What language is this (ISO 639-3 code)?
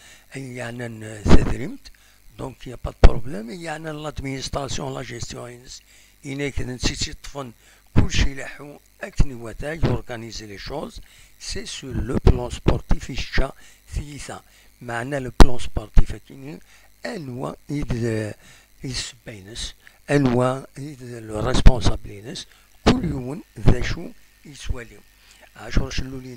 kab